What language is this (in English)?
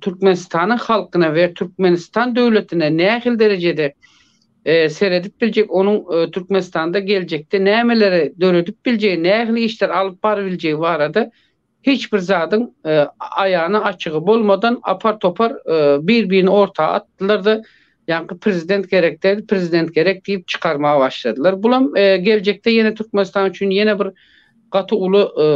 Turkmen